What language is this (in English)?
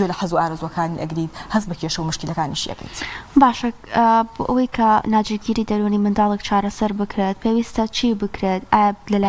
Central Kurdish